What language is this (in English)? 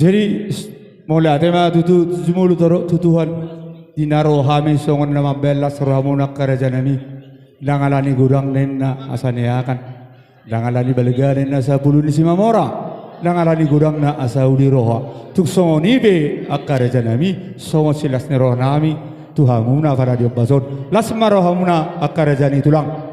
Batak Toba